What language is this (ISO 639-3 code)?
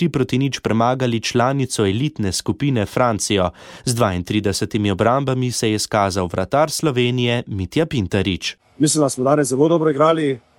slv